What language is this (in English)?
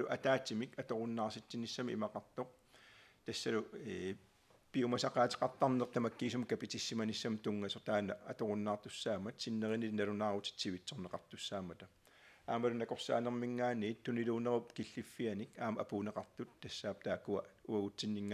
Kalaallisut